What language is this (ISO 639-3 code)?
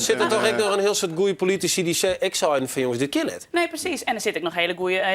fry